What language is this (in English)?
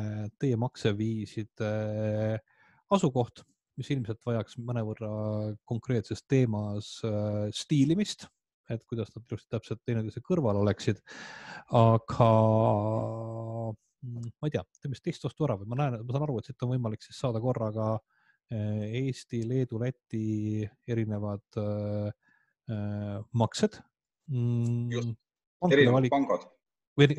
Estonian